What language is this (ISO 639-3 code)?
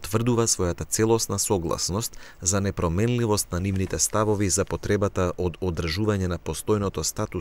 mkd